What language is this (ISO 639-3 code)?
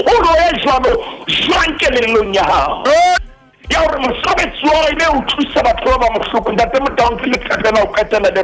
sot